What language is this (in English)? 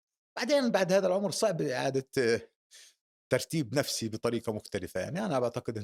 North Levantine Arabic